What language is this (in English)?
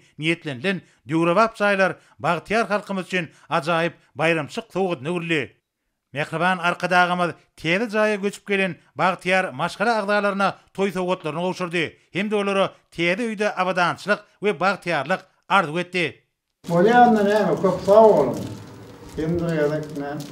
Turkmen